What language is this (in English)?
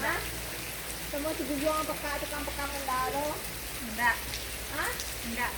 Minangkabau